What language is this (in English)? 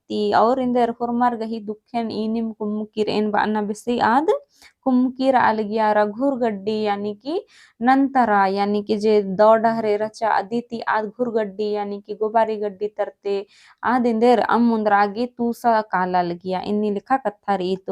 Kurukh